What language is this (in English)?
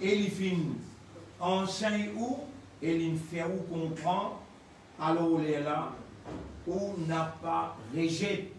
Morisyen